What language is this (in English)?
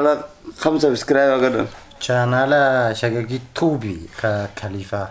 Oromo